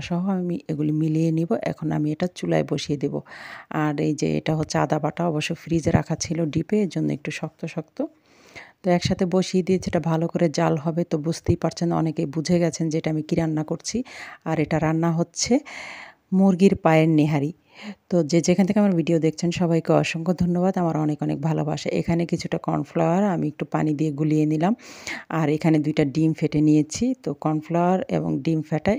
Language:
Bangla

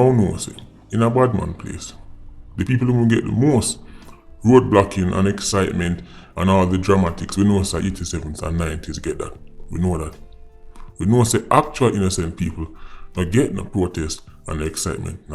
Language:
Jamaican Creole English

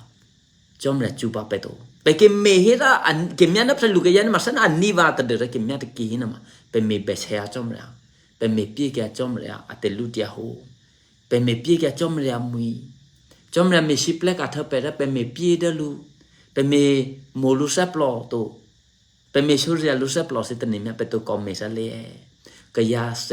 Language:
Eastern Kayah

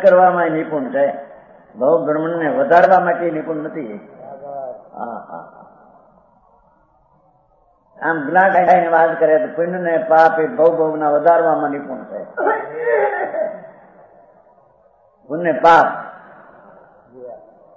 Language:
Gujarati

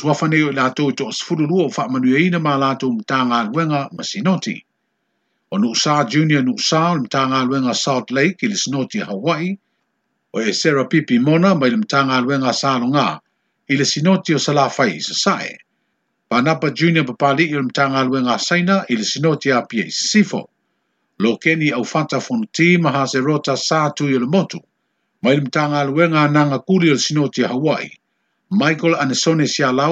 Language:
Samoan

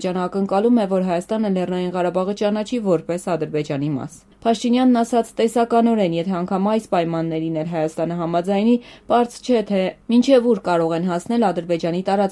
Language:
Armenian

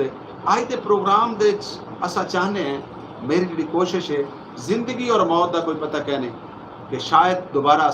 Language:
Saraiki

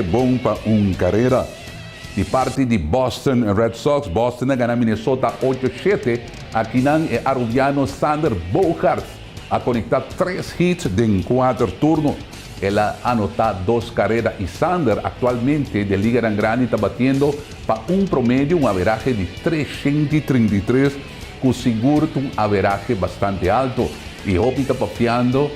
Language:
Papiamento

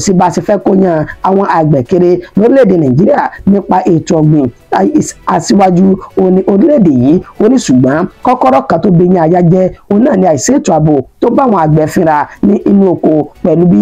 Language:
Yoruba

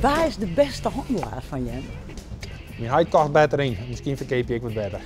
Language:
Western Frisian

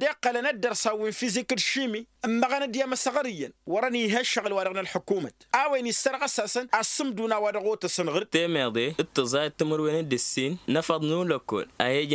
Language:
Tamasheq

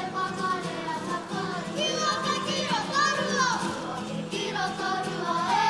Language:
Māori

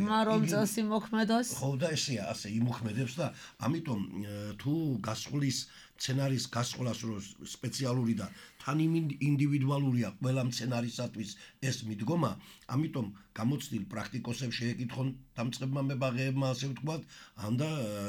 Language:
Georgian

